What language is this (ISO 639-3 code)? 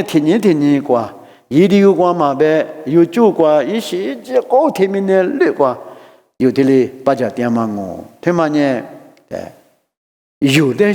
lis